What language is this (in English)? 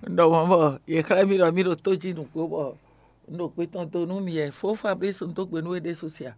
Fon